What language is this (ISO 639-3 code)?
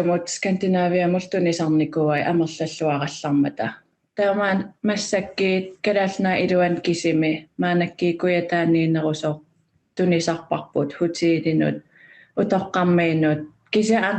kal